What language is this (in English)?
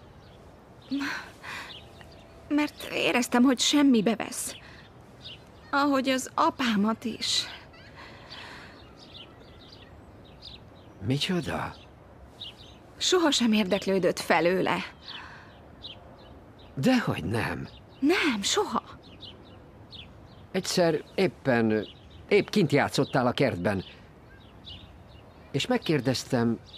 Hungarian